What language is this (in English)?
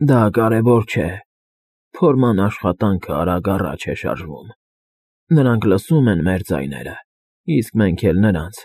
Armenian